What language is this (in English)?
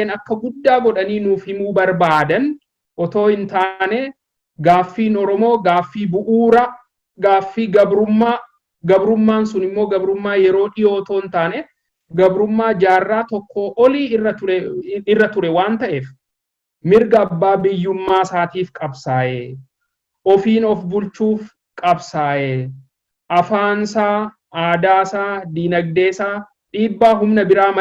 Oromo